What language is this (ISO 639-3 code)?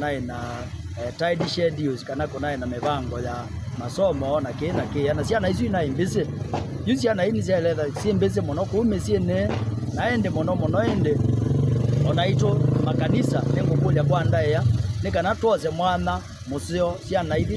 kam